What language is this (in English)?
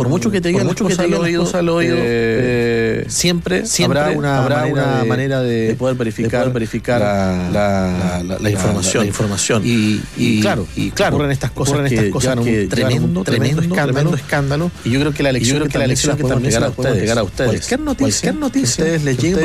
Spanish